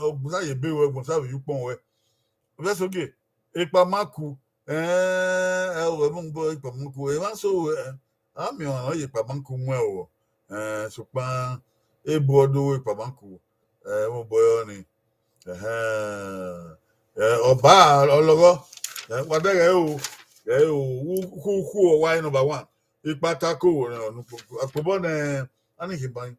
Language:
Bini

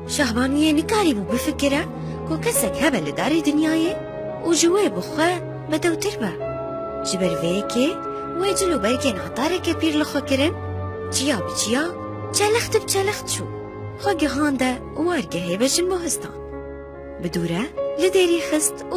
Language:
Kurdish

